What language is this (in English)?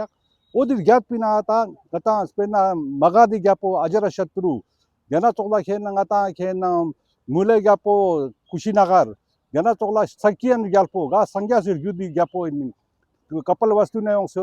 Ladakhi